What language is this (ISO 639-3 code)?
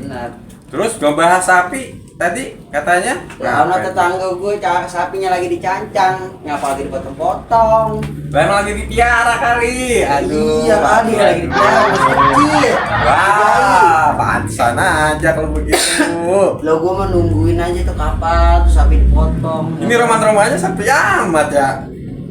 bew